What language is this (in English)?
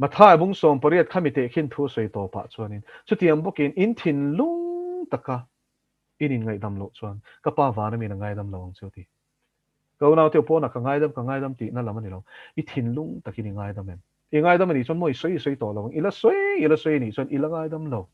Mizo